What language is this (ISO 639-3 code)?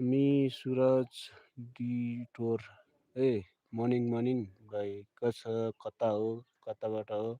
nep